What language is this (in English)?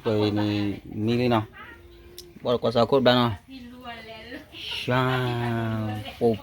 S'gaw Karen